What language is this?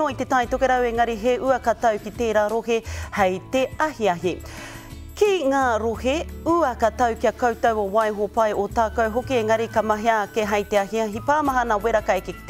Māori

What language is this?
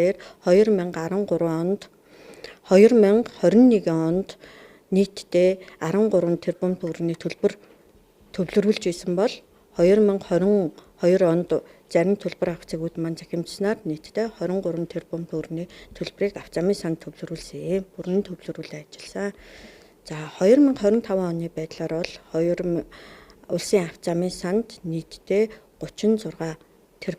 Mongolian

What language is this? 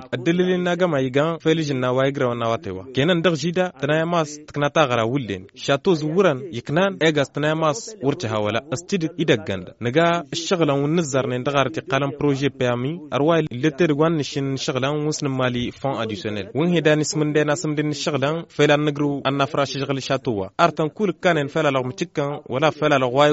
Tamasheq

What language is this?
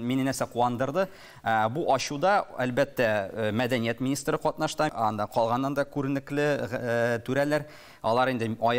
Tatar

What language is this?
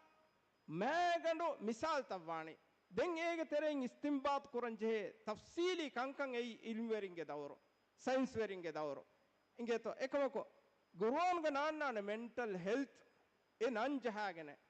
Divehi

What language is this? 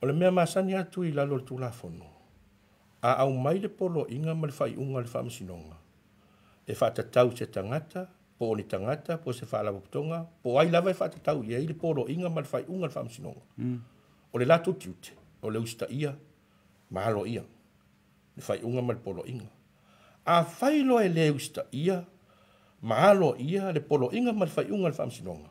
Samoan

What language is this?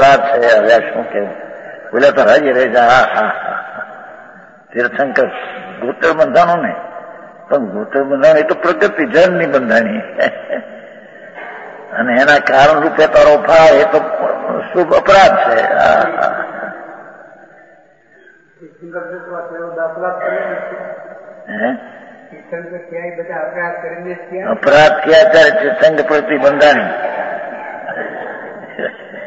Gujarati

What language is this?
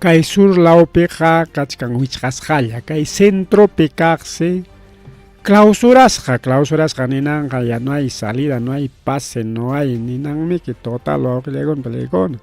Ayacucho Quechua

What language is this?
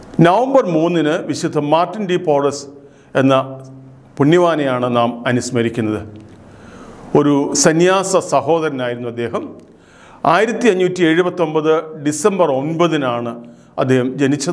Malayalam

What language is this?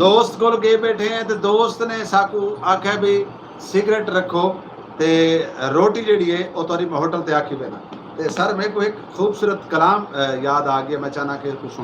Saraiki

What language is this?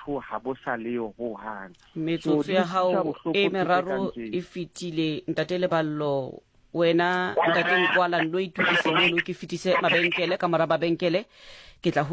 Southern Sotho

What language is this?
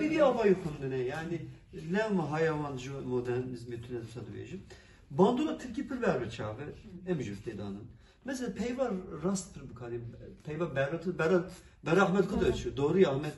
Kurdish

